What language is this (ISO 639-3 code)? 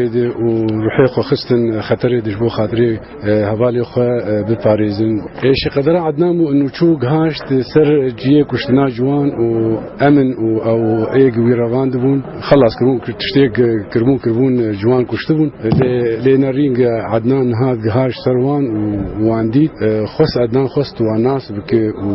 kur